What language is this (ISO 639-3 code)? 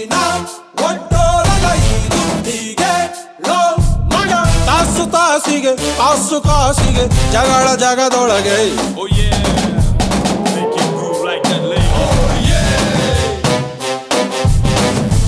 kan